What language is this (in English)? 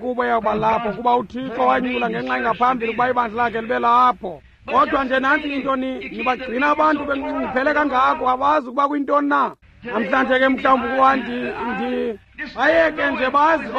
Xhosa